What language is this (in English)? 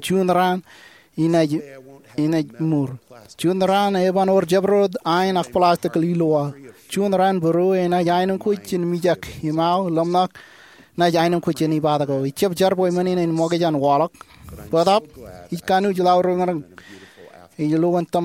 Marshallese